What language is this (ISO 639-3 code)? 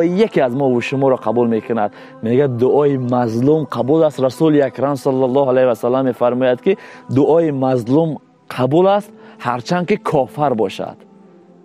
tgk